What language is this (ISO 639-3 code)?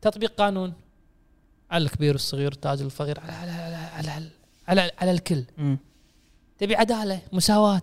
afb